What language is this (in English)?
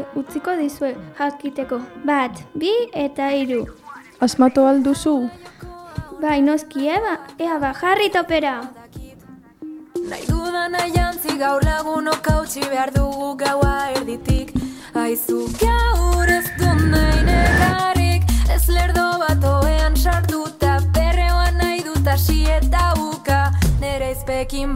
Basque